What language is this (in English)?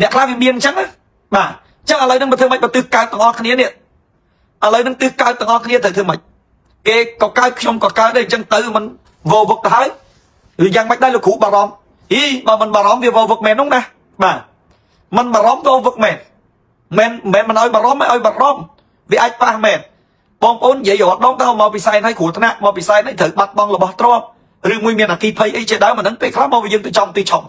Khmer